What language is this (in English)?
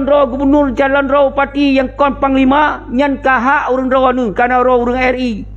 Achinese